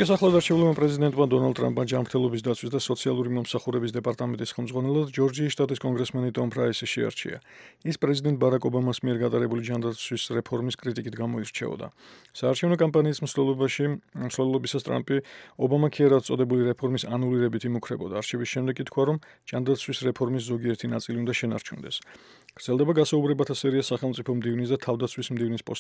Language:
Georgian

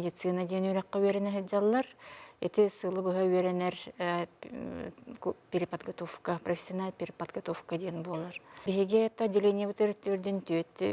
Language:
Yakut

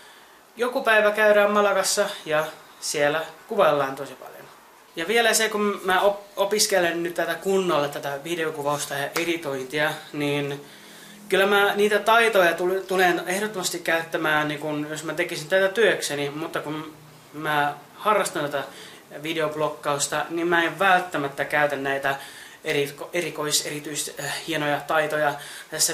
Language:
Finnish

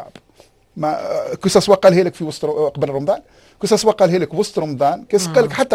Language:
Tunisian Arabic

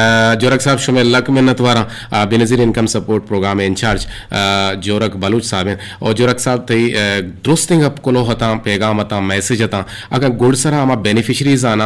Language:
Eastern Balochi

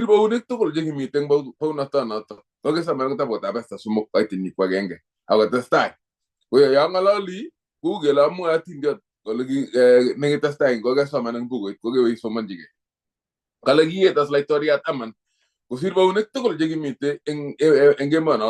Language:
Kalenjin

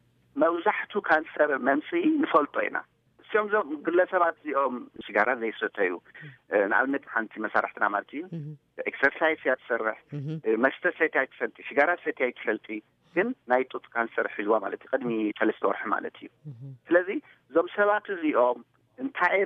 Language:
Tigrinya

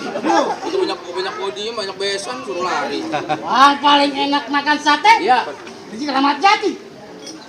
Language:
Betawi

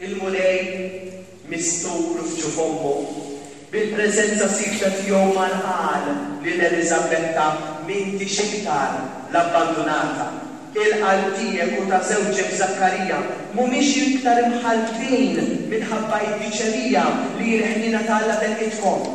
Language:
Maltese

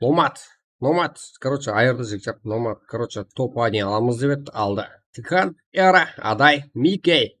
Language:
Kara-Kalpak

